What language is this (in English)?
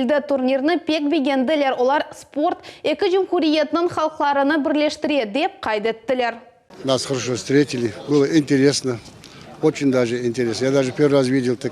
Crimean Tatar